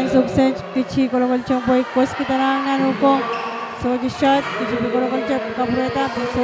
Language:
Pohnpeian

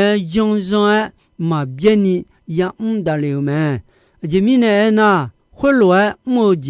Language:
Akha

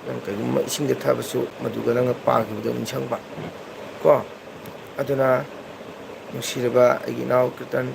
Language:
Manipuri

